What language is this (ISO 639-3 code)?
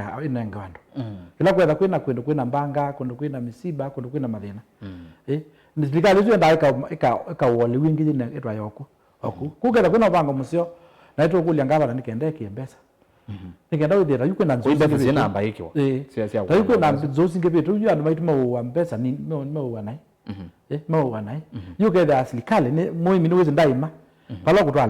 kam